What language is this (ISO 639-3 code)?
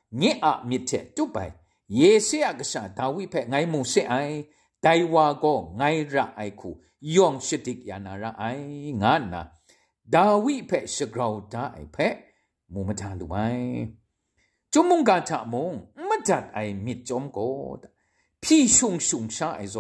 kac